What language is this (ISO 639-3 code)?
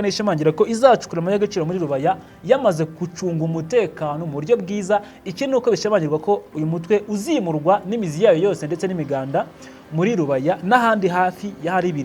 kin